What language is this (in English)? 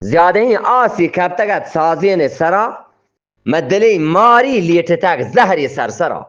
Eastern Balochi